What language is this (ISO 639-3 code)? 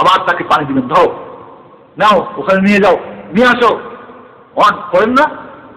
ben